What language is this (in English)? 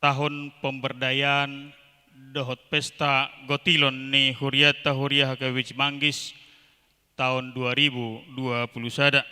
Batak Toba